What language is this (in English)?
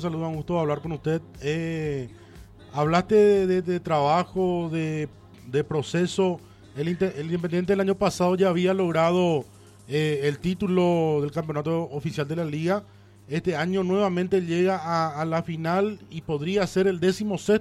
Spanish